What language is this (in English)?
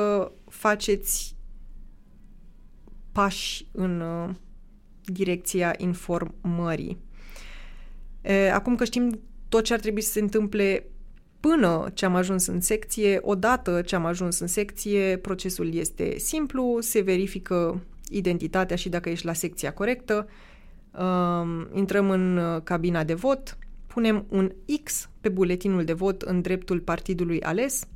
Romanian